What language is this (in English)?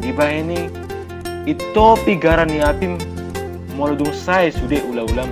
Batak Toba